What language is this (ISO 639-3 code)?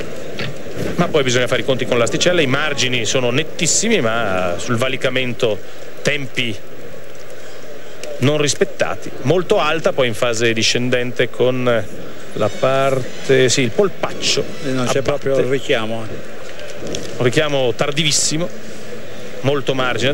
ita